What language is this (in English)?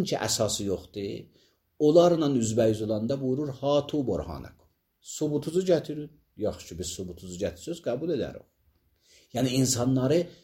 Azerbaijani